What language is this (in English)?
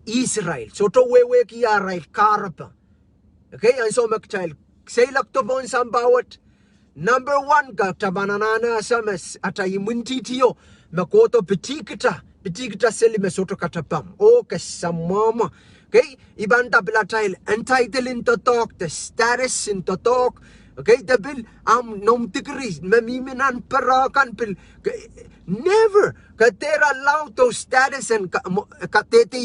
Pohnpeian